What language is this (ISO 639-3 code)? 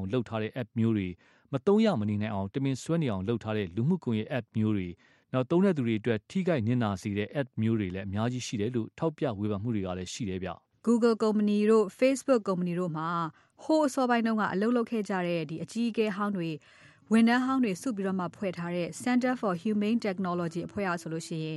mya